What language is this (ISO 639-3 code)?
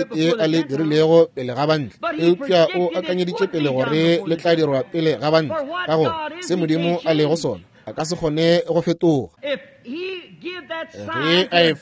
nso